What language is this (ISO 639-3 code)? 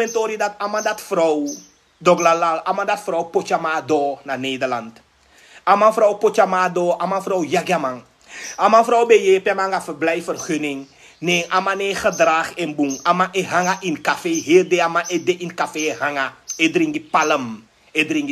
srn